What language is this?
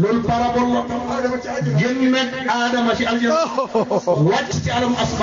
Wolof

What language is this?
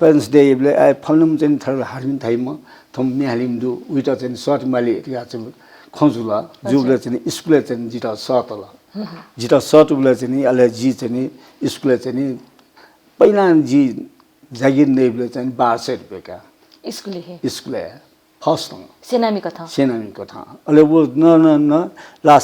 Newari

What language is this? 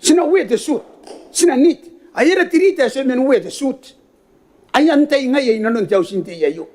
Gilbertese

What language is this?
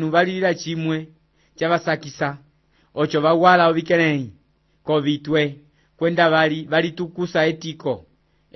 Umbundu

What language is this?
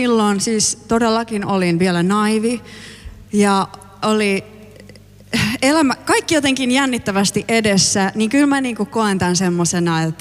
Finnish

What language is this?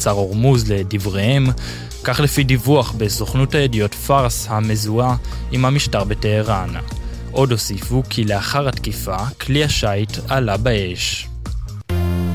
Hebrew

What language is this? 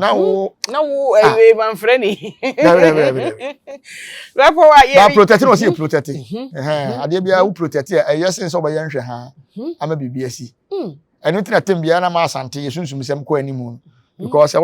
Akan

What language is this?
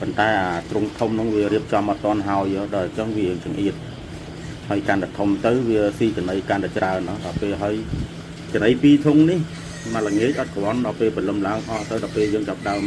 Khmer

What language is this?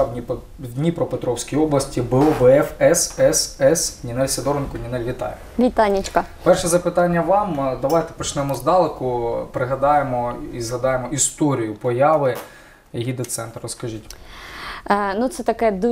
Ukrainian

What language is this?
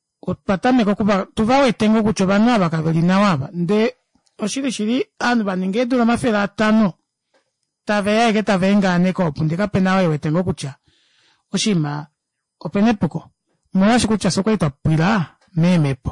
Kuanyama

